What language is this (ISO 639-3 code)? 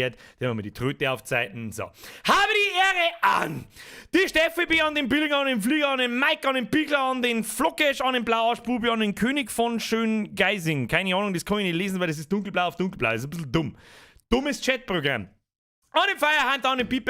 bar